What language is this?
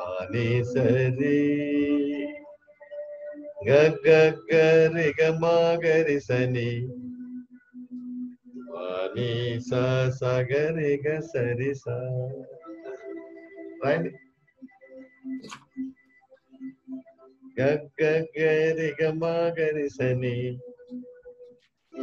Telugu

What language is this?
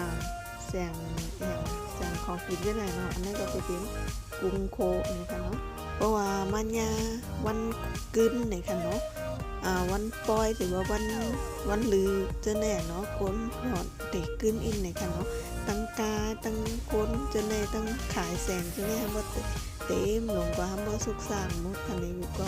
Shan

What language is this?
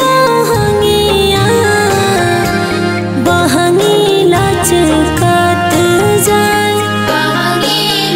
Bhojpuri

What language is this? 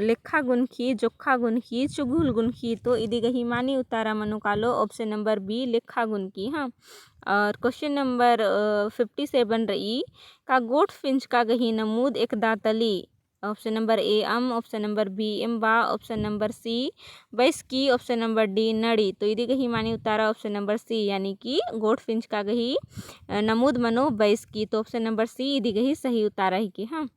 Kurukh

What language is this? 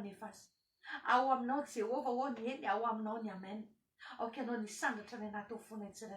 Malagasy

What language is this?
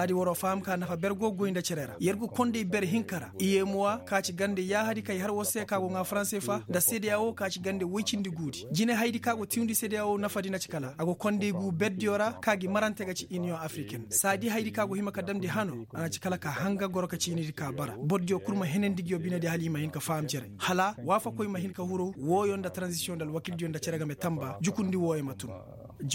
Koyraboro Senni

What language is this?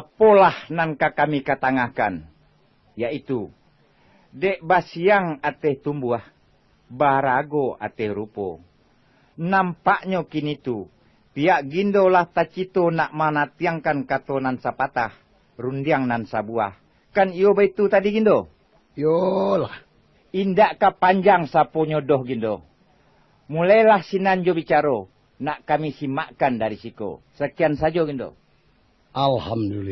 Minangkabau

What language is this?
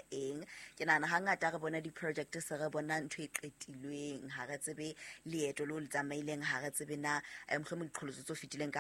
Southern Sotho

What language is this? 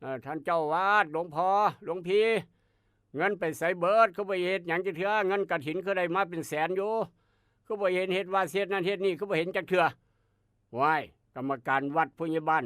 Northeastern Thai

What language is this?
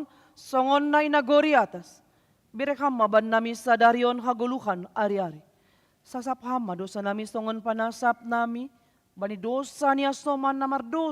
Batak Simalungun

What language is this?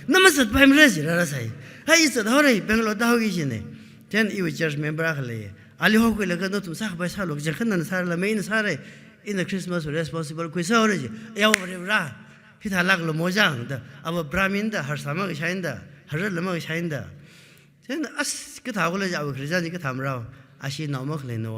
Tangkhul Naga (India)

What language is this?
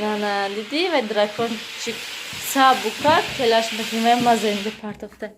Tajik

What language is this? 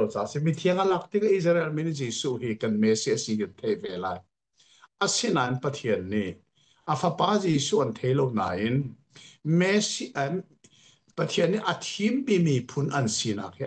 Hakha Chin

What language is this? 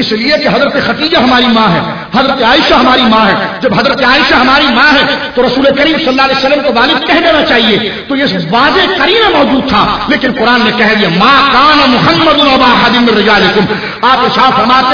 Urdu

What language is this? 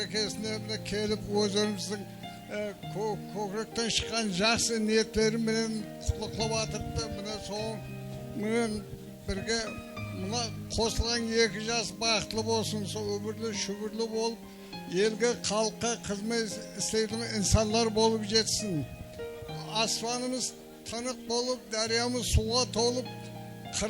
Kara-Kalpak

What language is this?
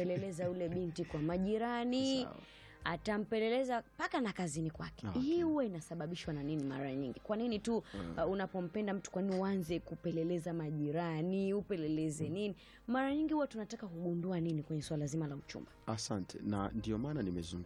Swahili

